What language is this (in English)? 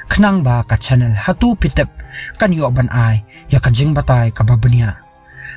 Khasi